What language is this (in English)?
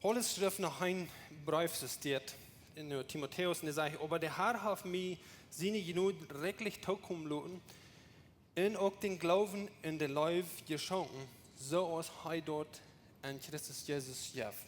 Plautdietsch